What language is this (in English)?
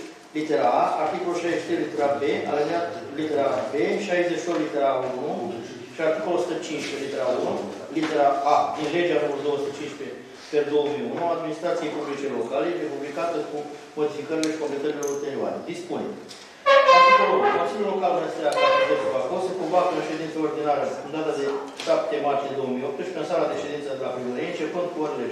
Romanian